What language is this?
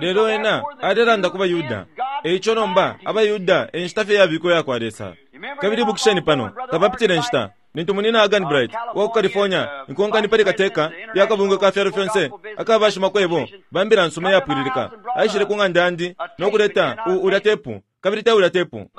Bemba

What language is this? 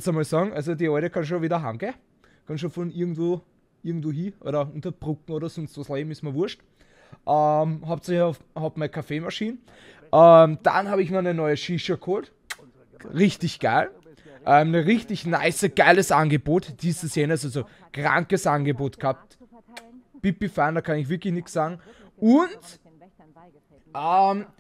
German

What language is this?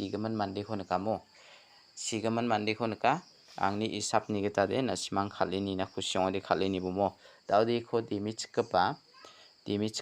Garo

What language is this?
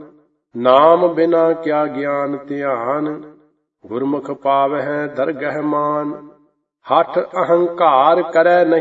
Punjabi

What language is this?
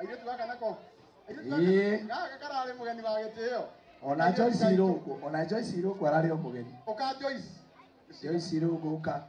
Kikuyu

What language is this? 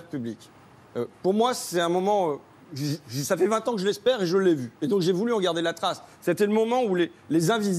French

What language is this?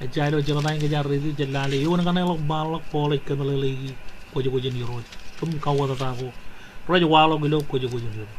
Marshallese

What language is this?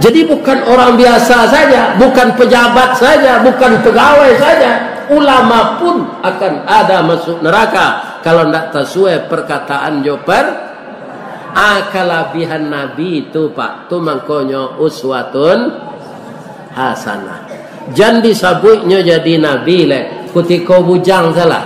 Minangkabau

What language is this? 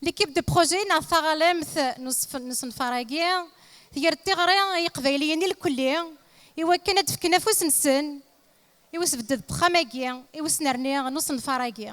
Kabyle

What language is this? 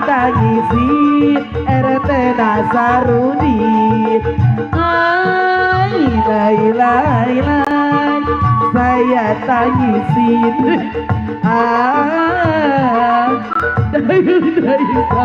Betawi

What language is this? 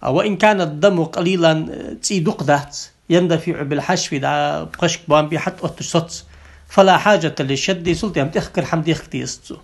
Ingush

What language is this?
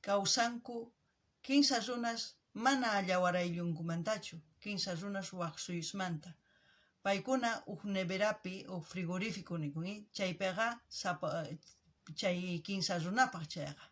South Bolivian Quechua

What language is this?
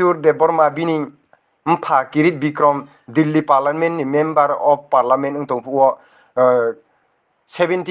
Riang (India)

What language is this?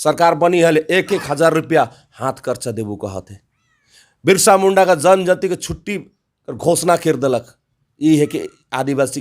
Sadri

